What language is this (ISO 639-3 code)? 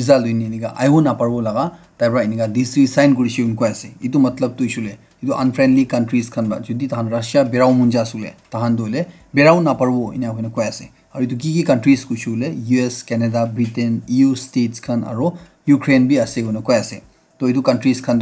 nag